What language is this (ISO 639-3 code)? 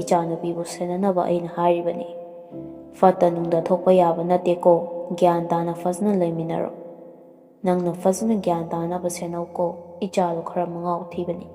mni